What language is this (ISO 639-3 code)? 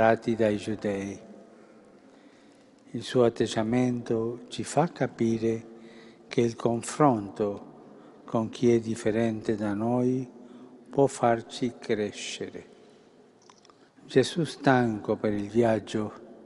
ita